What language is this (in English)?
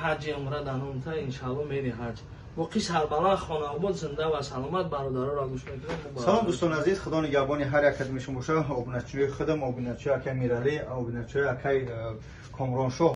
Tajik